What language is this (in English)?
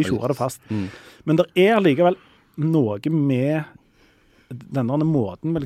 Norwegian